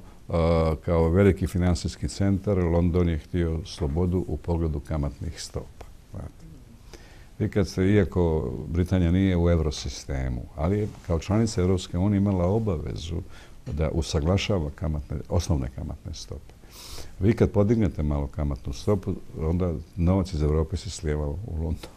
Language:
Bosnian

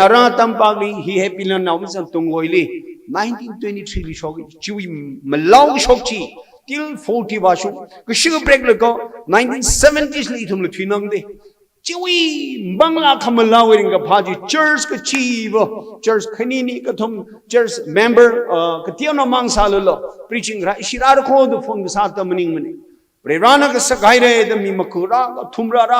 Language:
Tangkhul Naga (India)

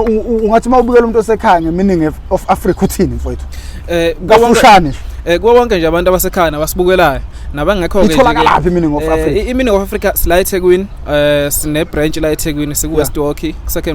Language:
Zulu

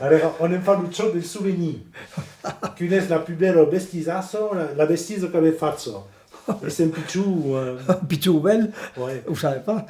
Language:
Occitan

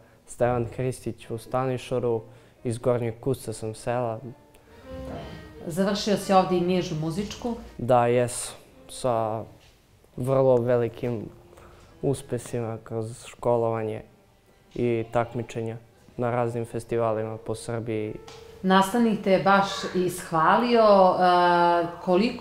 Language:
Serbian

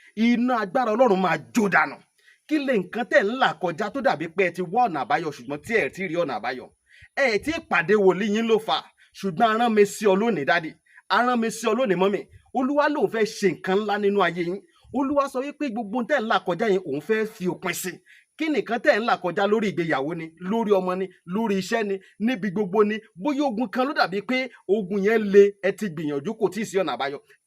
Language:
Yoruba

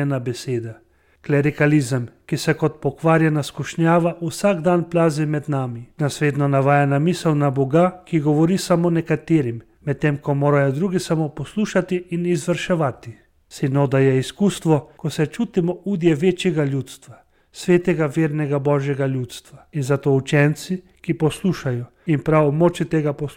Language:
Slovenian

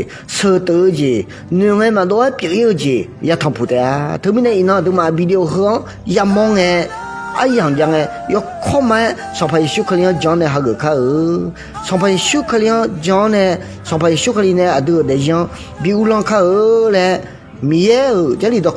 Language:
Akha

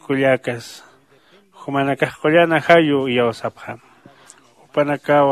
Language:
Aymara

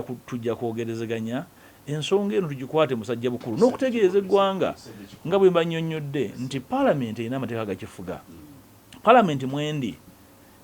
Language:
Ganda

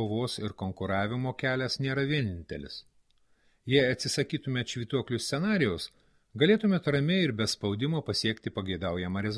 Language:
Lithuanian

